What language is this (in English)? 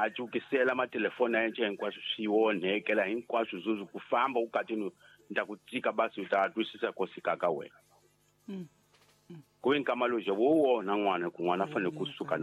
Tsonga